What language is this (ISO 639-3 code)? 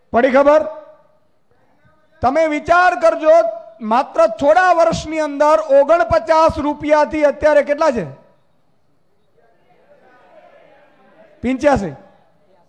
guj